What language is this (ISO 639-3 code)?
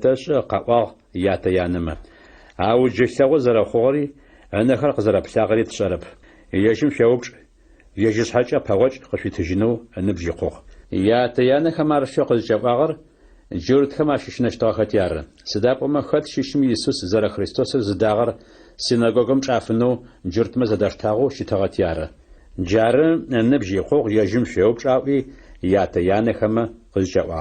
ady